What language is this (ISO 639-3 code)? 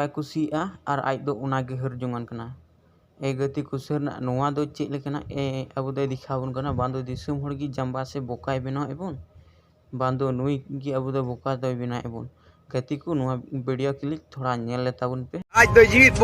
sat